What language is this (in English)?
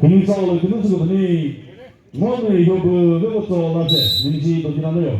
Chokri Naga